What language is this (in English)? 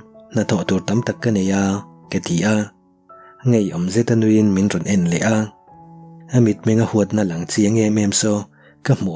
Mizo